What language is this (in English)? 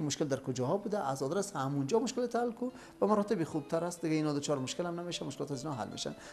Persian